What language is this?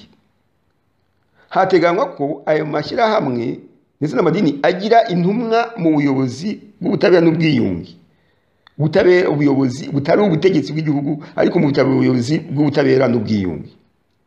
Kinyarwanda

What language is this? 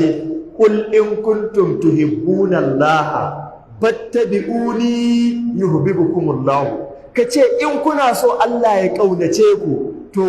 Hausa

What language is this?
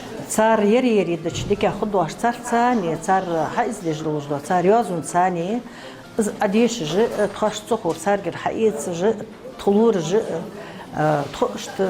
Ingush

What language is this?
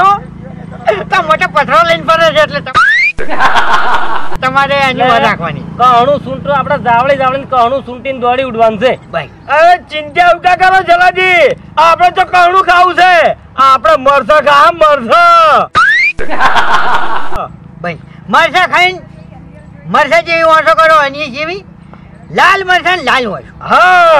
Gujarati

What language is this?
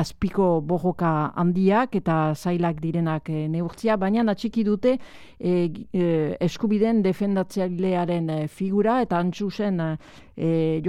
Basque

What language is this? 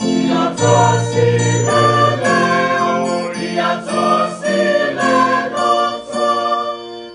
Samoan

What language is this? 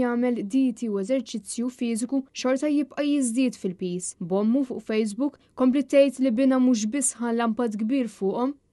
Maltese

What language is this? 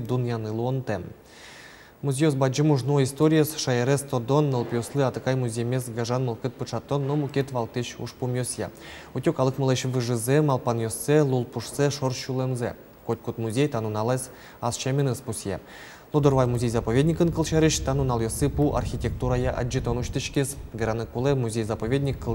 Udmurt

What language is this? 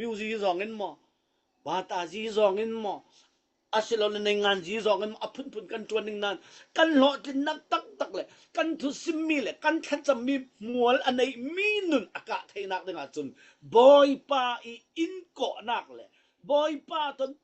Falam Chin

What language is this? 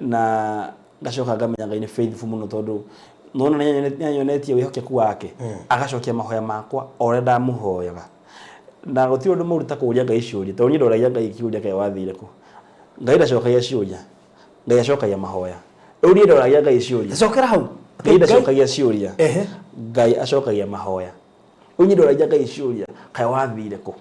Kikuyu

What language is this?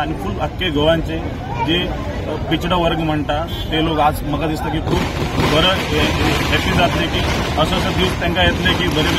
Konkani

